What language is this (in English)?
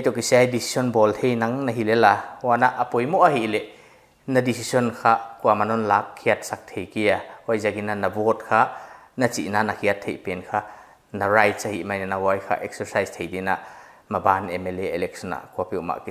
Paite Chin